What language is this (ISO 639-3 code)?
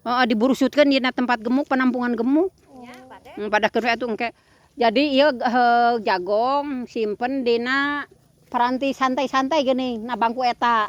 sun